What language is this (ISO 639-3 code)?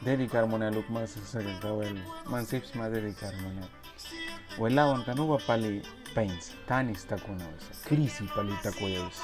miq